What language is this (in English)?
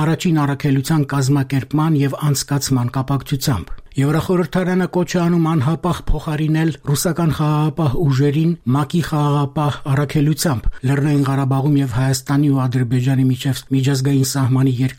Armenian